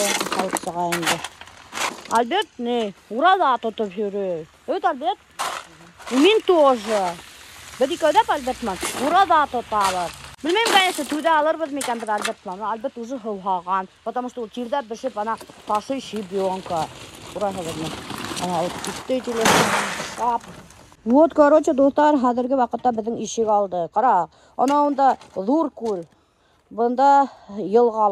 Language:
Bashkir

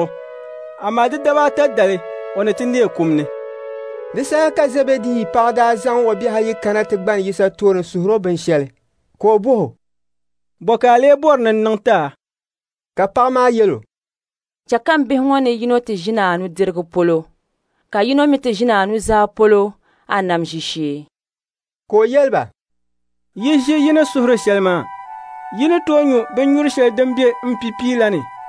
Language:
Dagbani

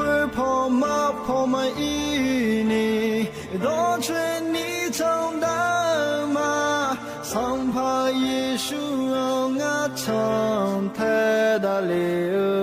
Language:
Akha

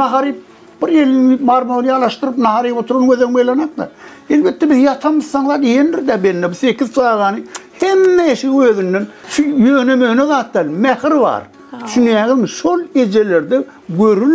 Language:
Turkmen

